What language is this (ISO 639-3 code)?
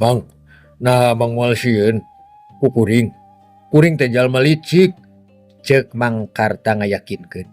sun